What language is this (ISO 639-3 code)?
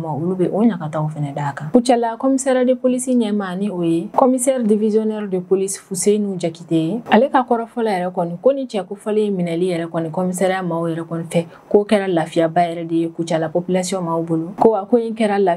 bam